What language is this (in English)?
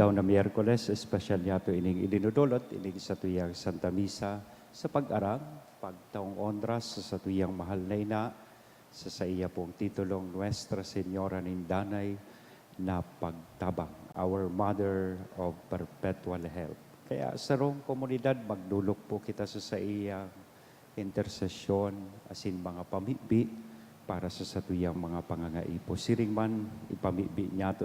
Bikol